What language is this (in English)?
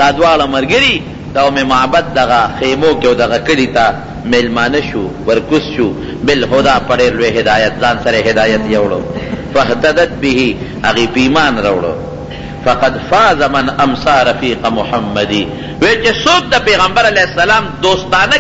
Pashto